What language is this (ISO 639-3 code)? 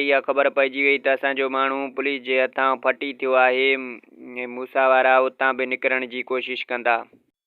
snd